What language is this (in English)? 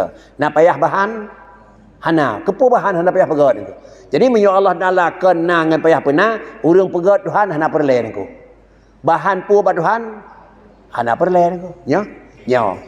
Achinese